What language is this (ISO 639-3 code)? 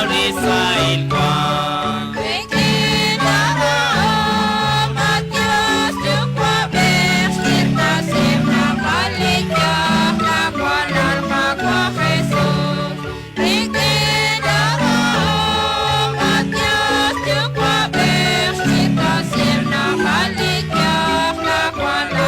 kek